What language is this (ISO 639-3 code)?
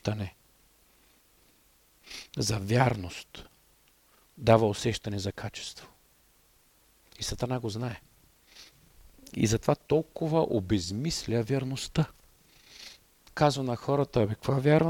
bul